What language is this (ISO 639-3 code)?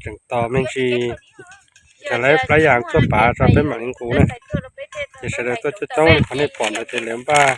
hmn